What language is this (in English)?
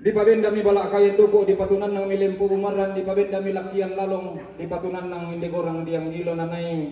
Toraja-Sa'dan